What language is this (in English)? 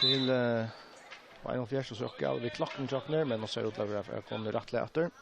Faroese